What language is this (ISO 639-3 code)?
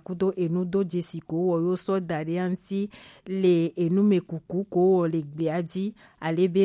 gej